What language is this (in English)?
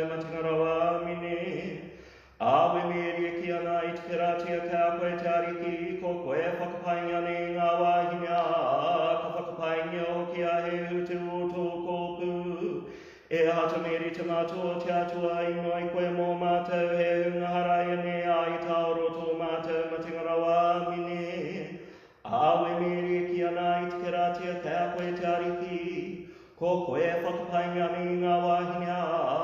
Māori